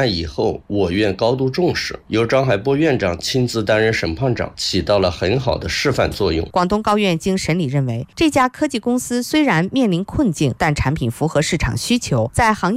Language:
Chinese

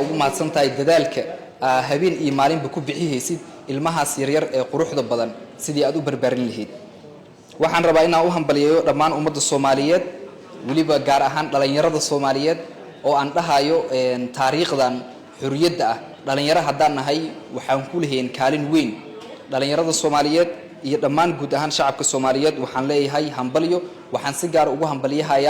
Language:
Somali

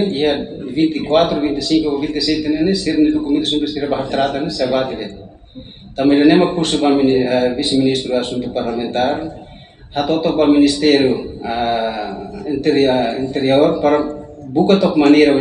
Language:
Tetum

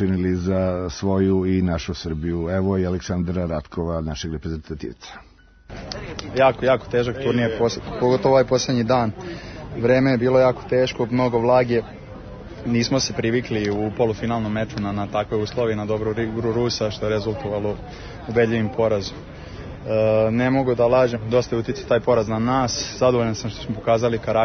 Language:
Serbian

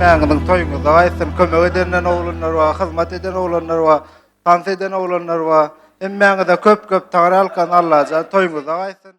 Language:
Turkmen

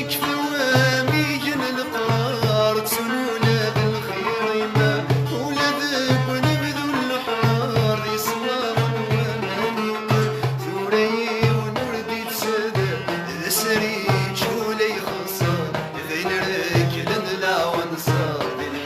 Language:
Kabyle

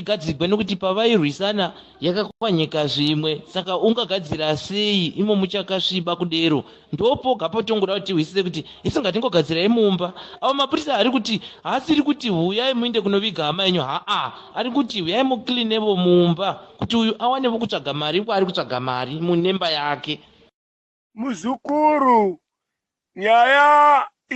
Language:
Shona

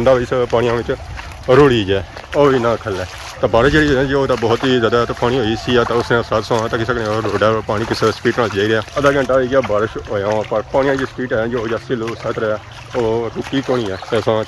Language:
Pahari-Potwari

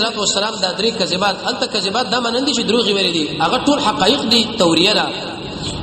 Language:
Pashto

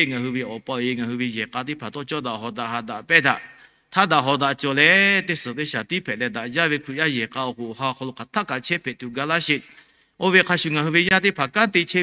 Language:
Lahu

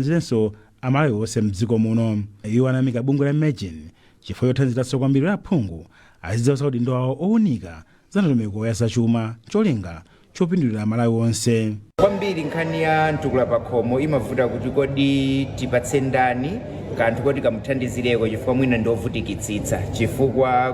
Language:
Nyanja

